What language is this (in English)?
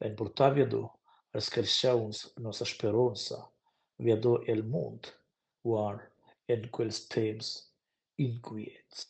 Romansh